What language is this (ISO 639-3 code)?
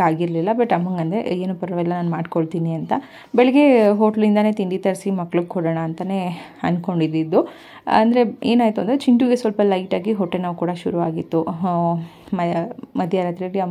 kan